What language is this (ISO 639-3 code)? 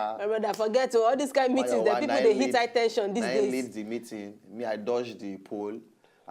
pcm